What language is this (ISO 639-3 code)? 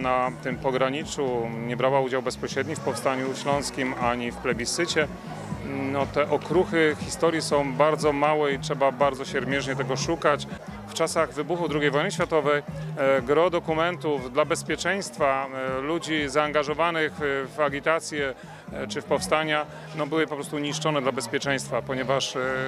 pol